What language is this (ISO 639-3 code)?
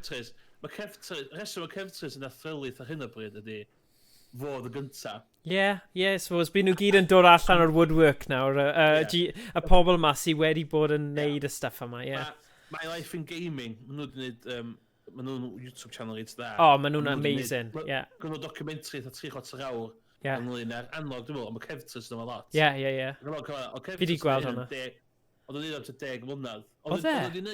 cym